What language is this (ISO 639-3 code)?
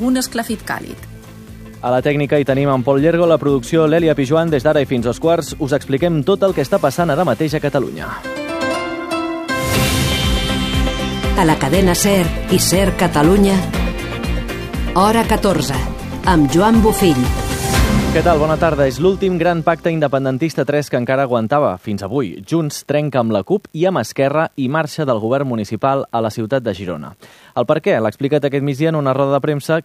cat